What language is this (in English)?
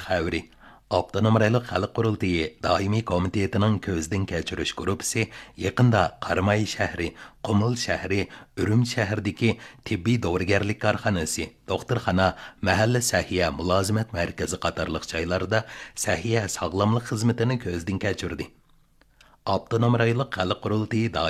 Uyghur